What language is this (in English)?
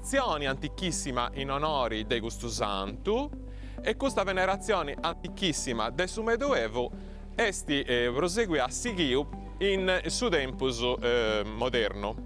Sardinian